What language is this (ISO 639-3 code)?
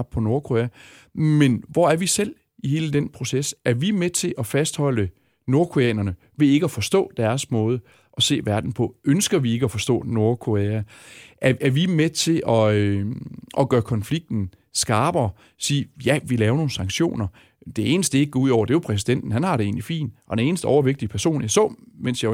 dan